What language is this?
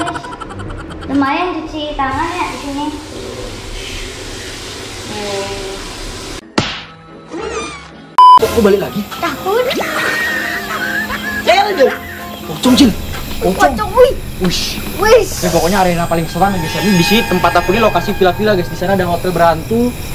Indonesian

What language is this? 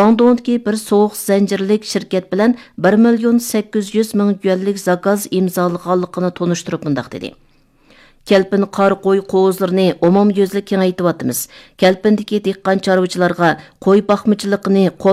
Uyghur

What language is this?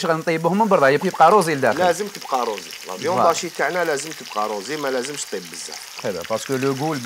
Algerian Arabic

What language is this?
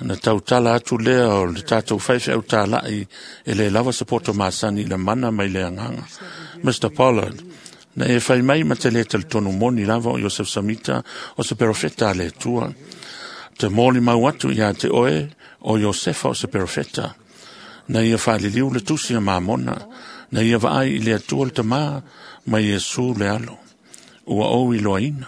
Samoan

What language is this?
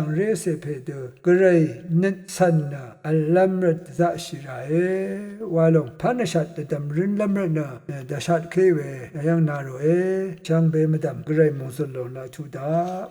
Rawang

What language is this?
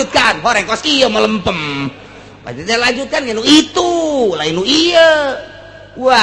Sundanese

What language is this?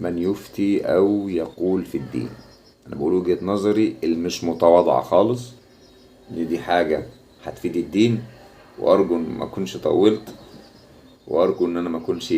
Egyptian Arabic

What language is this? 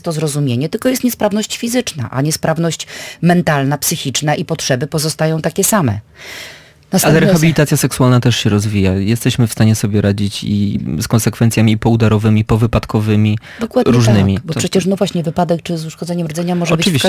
Polish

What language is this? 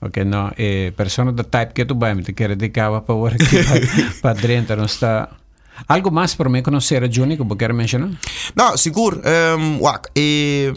Papiamento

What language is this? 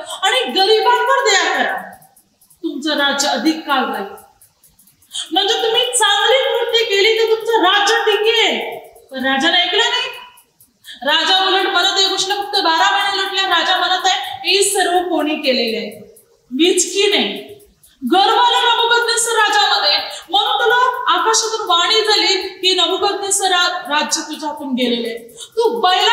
Marathi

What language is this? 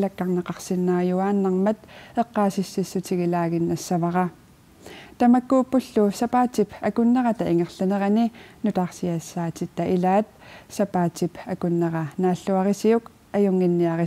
Kalaallisut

